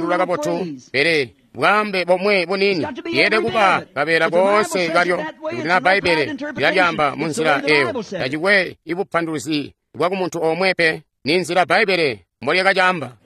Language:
Tonga (Zambia)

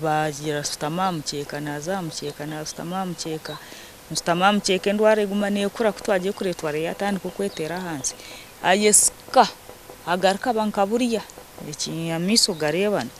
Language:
Nyankole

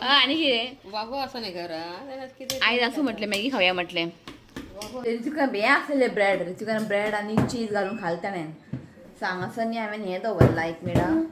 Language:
Konkani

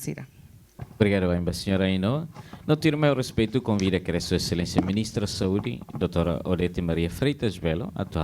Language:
Tetum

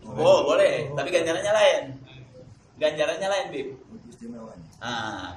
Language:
Indonesian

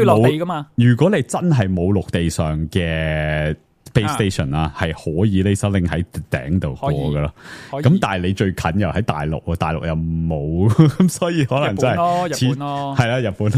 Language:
Cantonese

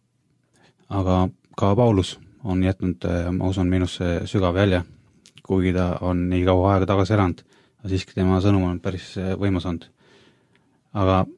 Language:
Estonian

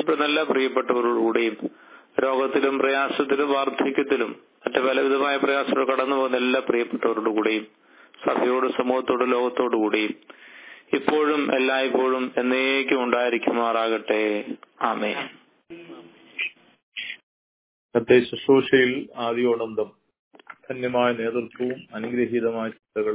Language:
Malayalam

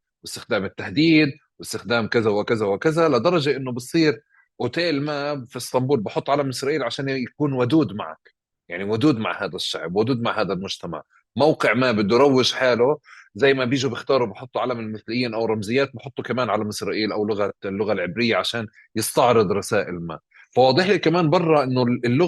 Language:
North Levantine Arabic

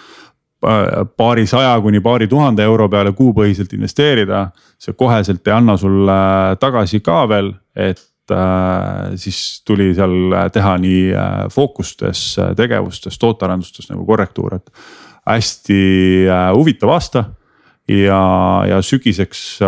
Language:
Estonian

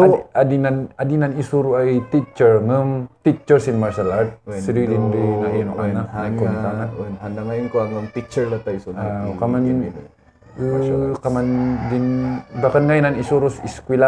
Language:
Kankanaey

